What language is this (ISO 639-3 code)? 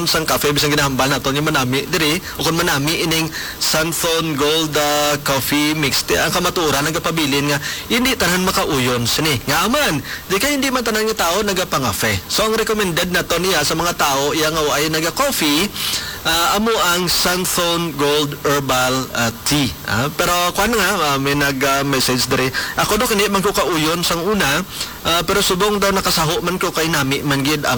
hil